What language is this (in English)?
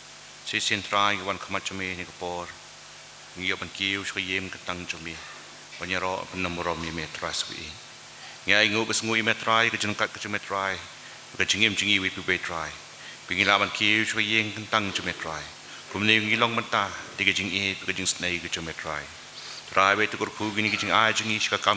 Khasi